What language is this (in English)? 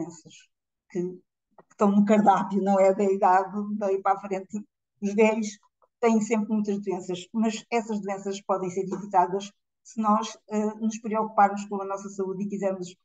Portuguese